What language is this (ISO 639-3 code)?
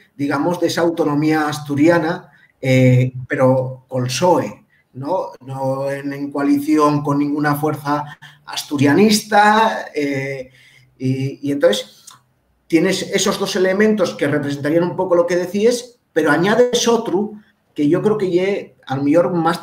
ast